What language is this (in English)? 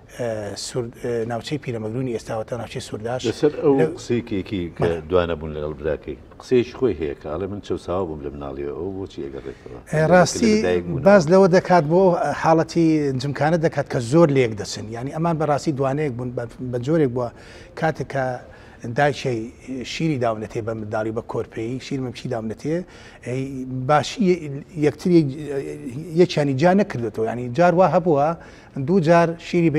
Central Kurdish